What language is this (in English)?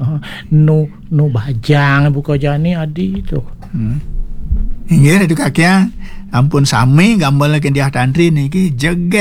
Balinese